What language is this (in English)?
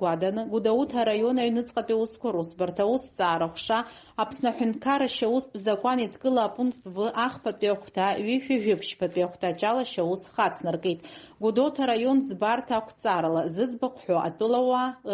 Abkhazian